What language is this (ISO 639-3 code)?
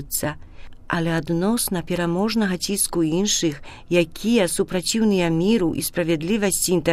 bel